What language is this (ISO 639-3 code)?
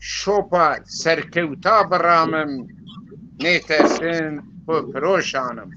zza